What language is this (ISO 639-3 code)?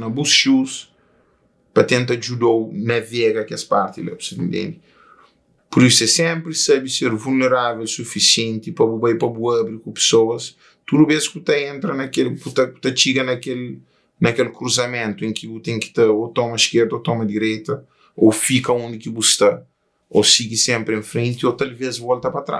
kea